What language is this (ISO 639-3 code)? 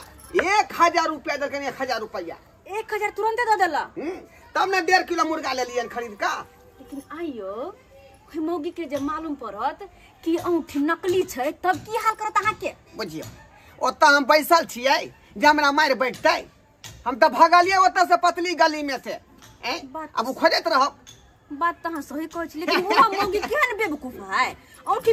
mai